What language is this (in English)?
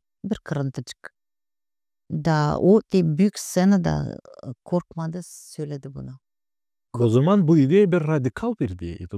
Gagauz